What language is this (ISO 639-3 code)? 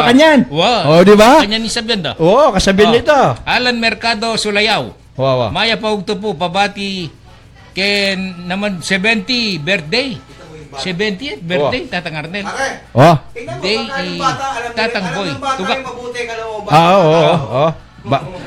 pam